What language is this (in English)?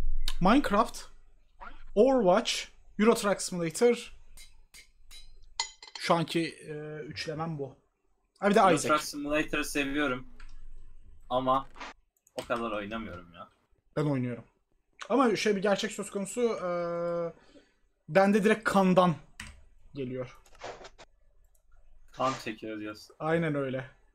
Turkish